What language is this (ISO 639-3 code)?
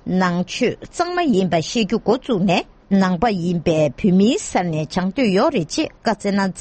bod